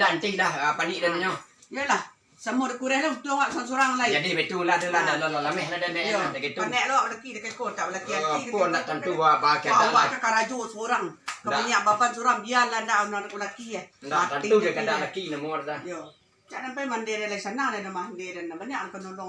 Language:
Minangkabau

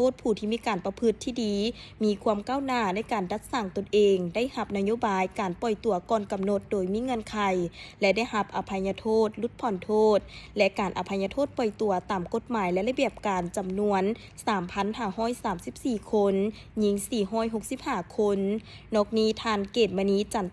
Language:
Lao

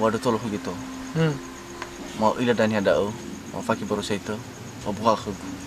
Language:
Nias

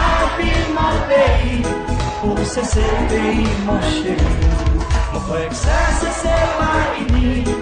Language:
Seselwa Creole French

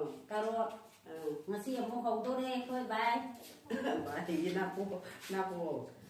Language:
Manipuri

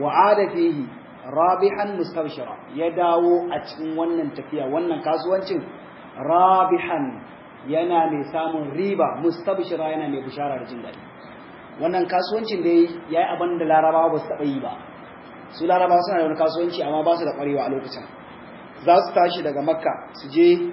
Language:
Hausa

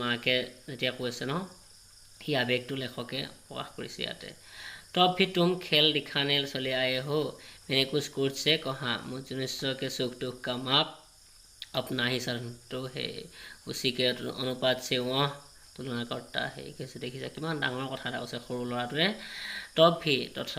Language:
Assamese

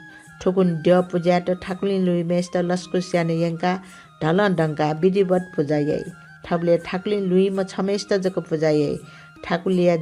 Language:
Newari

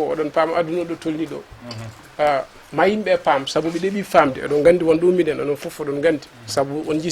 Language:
Fula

